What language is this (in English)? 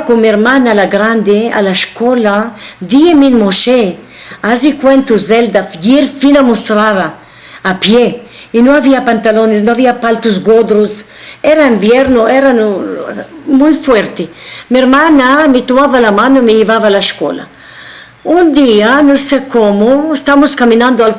Ladino